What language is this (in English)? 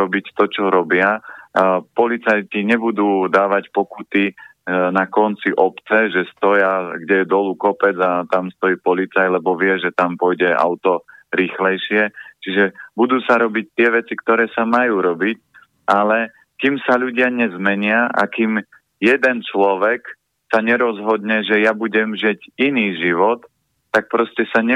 Slovak